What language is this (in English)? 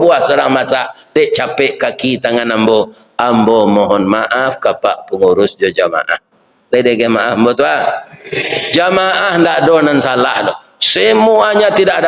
Minangkabau